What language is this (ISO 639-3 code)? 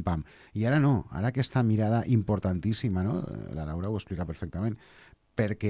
cat